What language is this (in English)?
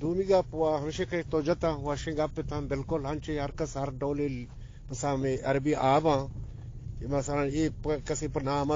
Eastern Balochi